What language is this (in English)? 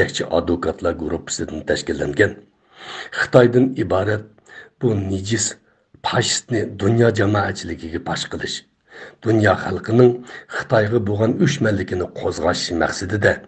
Uyghur